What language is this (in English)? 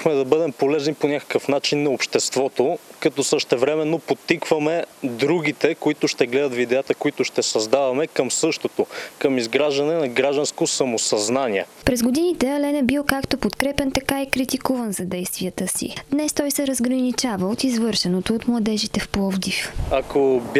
Bulgarian